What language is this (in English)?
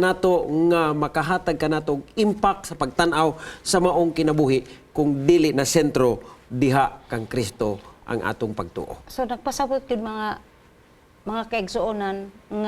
Cebuano